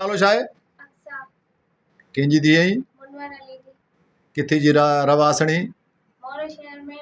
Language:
Sindhi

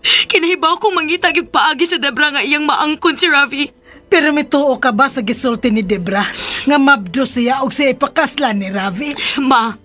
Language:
Cebuano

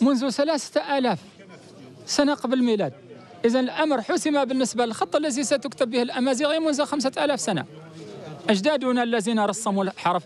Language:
Kabyle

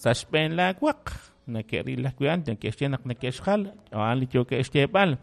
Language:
Kekchí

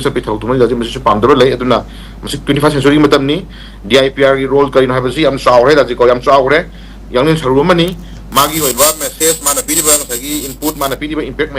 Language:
Manipuri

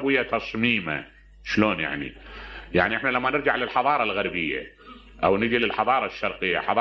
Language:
Mesopotamian Arabic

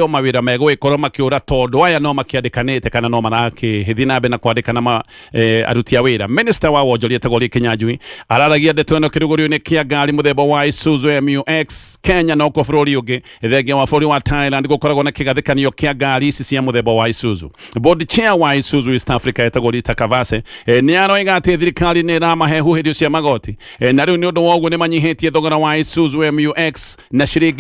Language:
Kikuyu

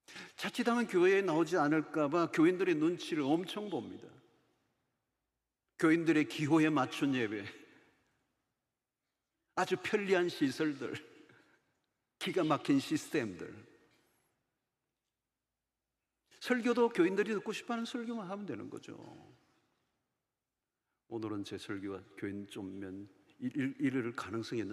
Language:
Korean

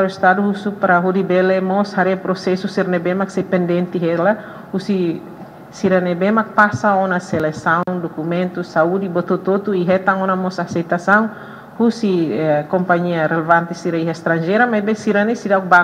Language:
Tetum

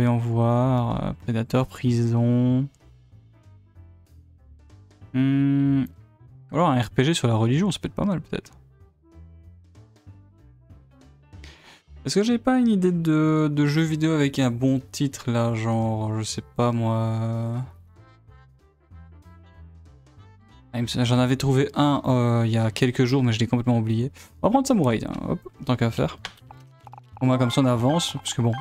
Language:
French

